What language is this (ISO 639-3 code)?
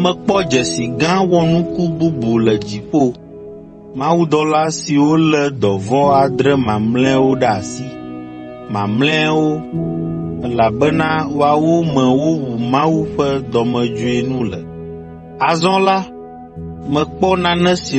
ewe